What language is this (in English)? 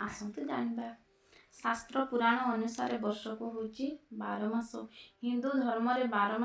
Odia